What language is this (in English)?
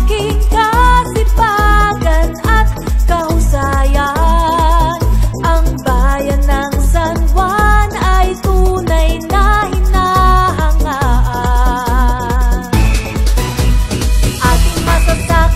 Filipino